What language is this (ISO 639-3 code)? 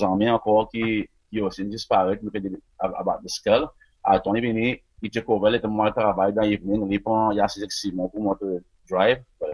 crs